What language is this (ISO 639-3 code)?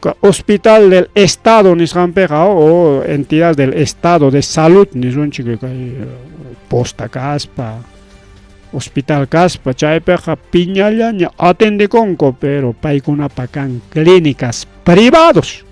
quy